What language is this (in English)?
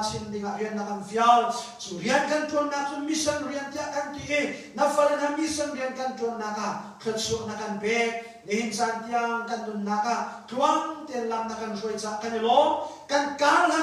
Hakha Chin